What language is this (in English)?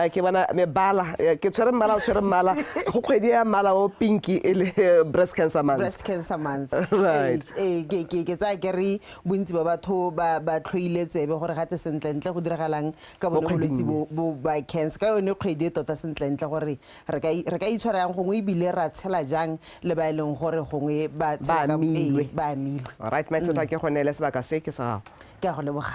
Tswana